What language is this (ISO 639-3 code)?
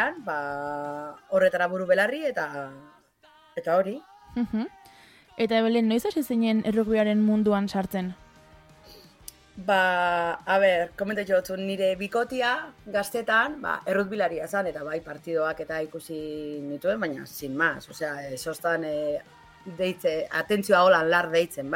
eus